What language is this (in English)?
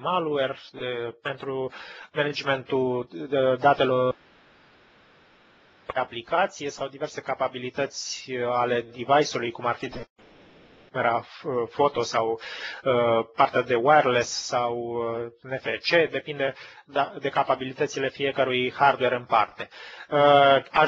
Romanian